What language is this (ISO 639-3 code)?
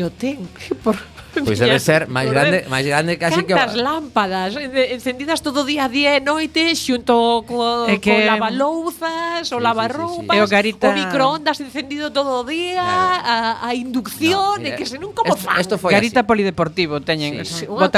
glg